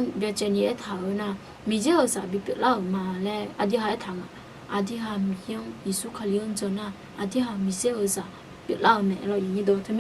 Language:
Akha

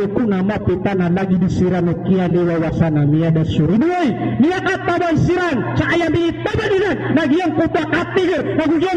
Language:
Maranao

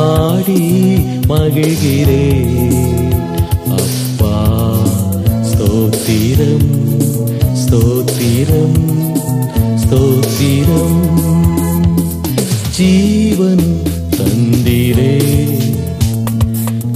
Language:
Tamil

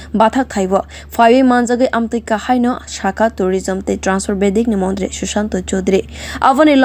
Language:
Kok Borok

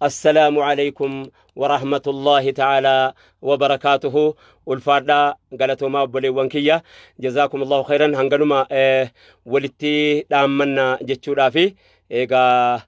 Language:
Oromo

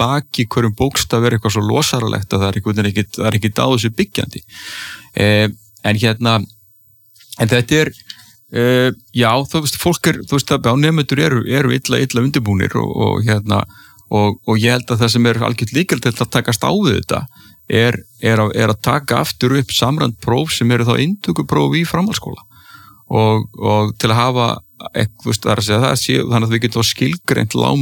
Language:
Icelandic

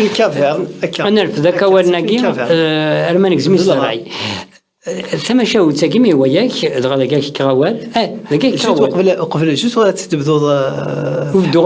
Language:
Kabyle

